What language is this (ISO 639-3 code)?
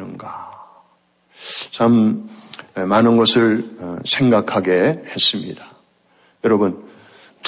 kor